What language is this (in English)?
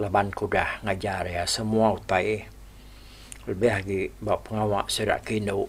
Iban